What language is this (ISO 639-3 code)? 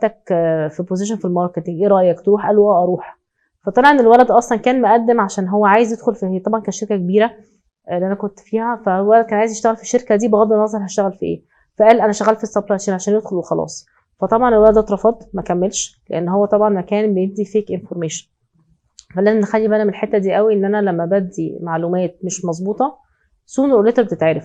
arz